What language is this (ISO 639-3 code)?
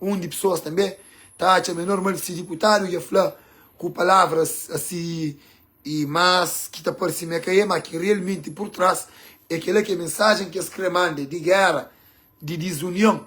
kea